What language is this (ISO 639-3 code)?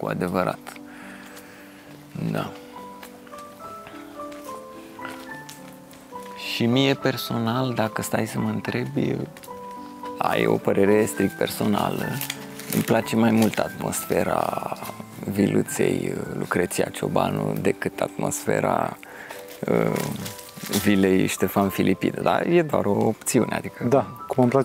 ron